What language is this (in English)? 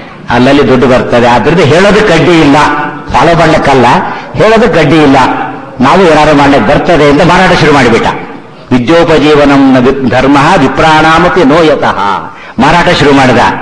Kannada